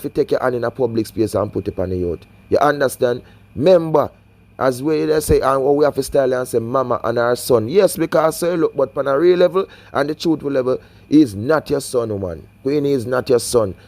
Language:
Jamaican Creole English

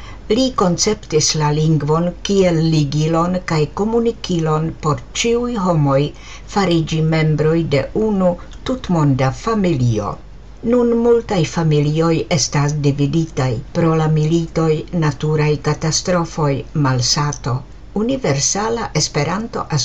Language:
Esperanto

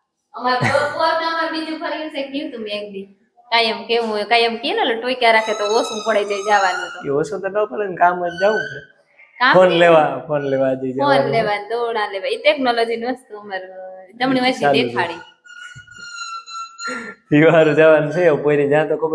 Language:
Gujarati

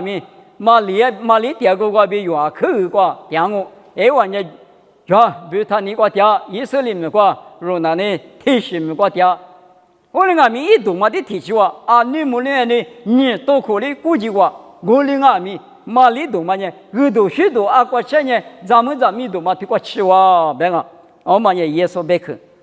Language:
Lisu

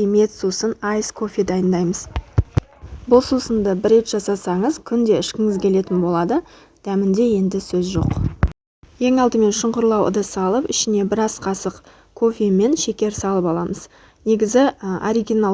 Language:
Kazakh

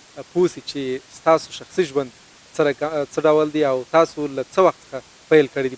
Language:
Pashto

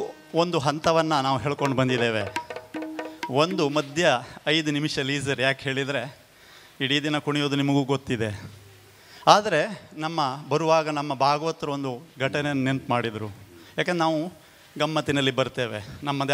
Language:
Kannada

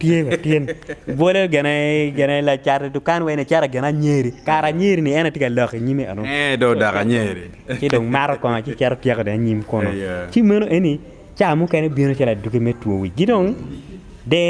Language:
Acoli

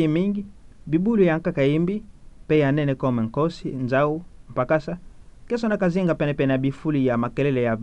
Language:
Kituba (Democratic Republic of Congo)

